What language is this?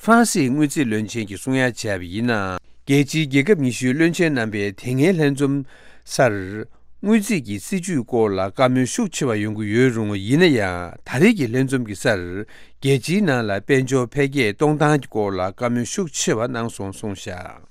Tibetan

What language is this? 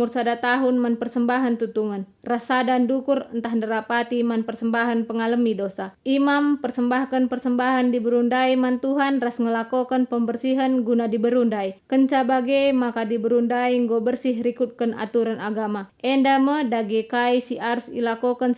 Batak Karo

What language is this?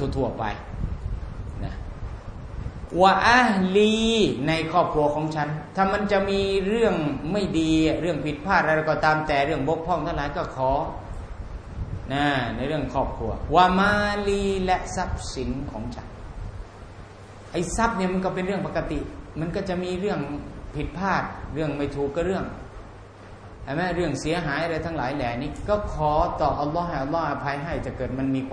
Thai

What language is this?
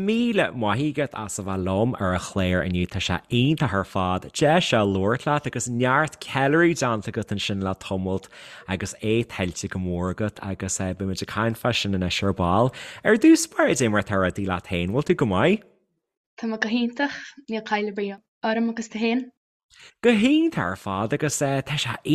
Irish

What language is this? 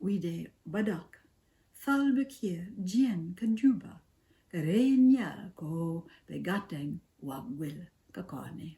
Nuer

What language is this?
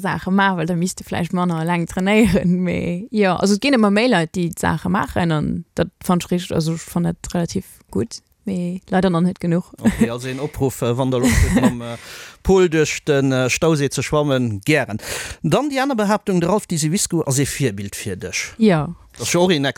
Luxembourgish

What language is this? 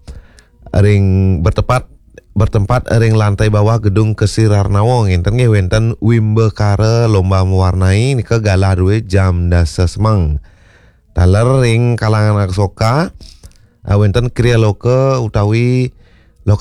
Balinese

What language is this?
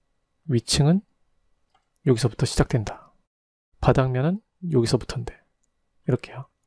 Korean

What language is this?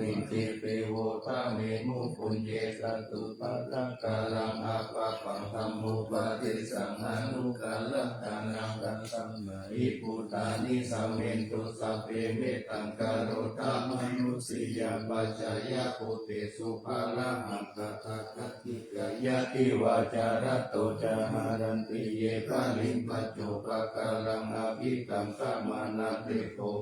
Pali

